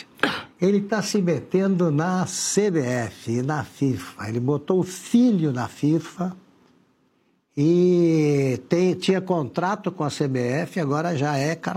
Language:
Portuguese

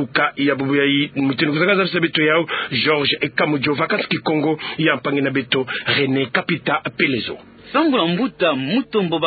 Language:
Kituba (Democratic Republic of Congo)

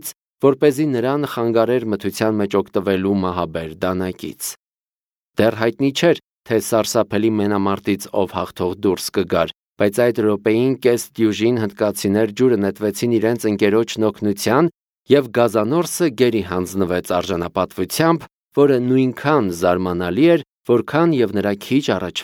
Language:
Armenian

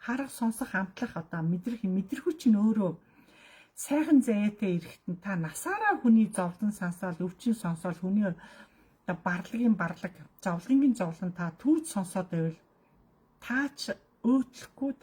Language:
Mongolian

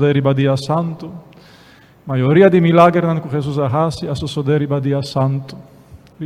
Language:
Papiamento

